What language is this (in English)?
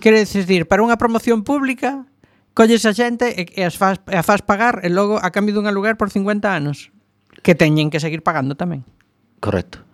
Galician